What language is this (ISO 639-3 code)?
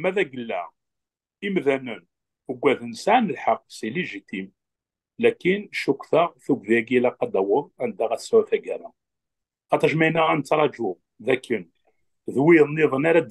kab